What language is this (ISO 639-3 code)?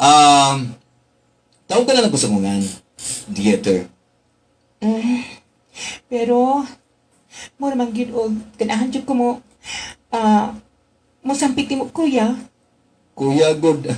ceb